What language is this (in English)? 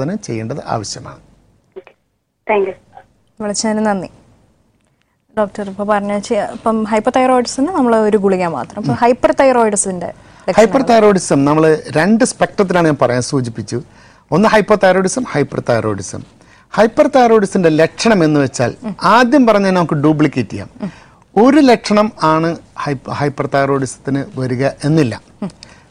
Malayalam